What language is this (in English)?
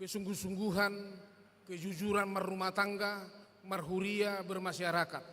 Batak Toba